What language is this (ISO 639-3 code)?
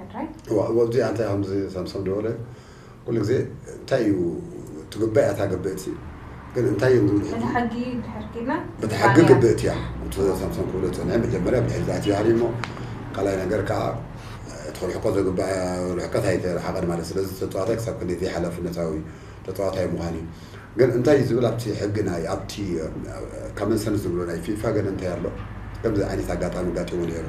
tir